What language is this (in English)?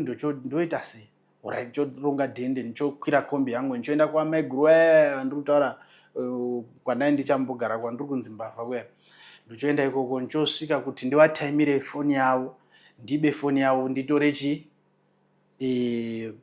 Shona